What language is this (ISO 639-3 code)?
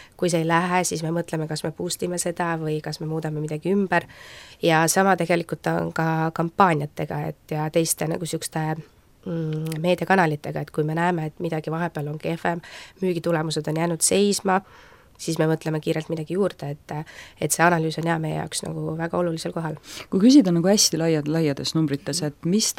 est